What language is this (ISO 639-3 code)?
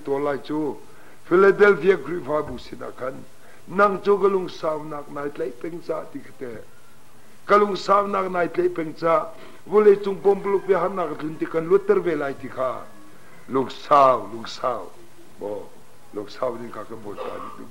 cnh